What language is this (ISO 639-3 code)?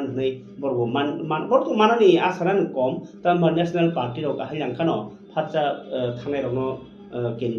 trp